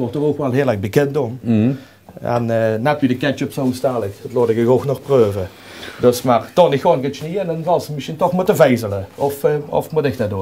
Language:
Limburgish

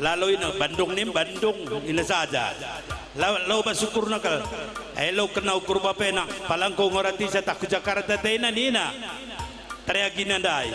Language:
Batak Karo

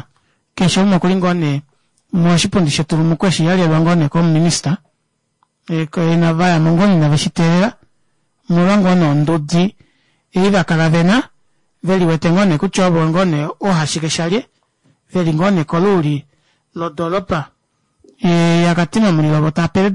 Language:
Kuanyama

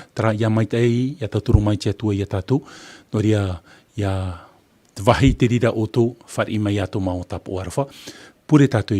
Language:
Tahitian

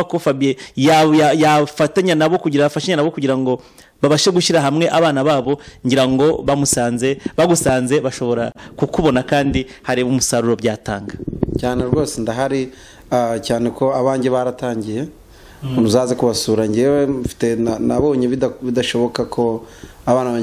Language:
Kinyarwanda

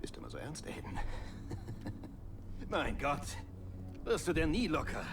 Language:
Bavarian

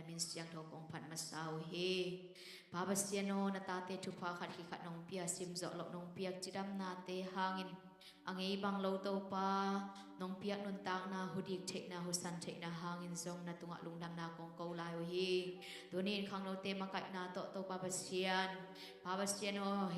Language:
Tedim Chin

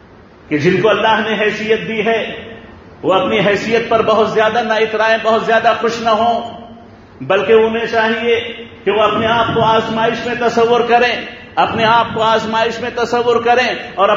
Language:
Urdu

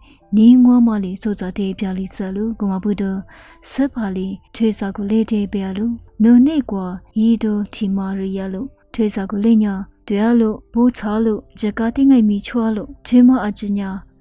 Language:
Lisu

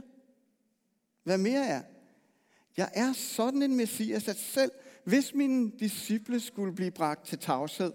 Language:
Danish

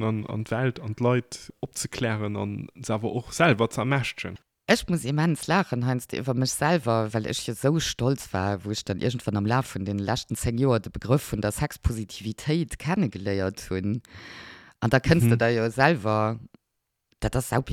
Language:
Luxembourgish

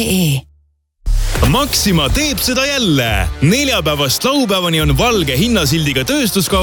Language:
Estonian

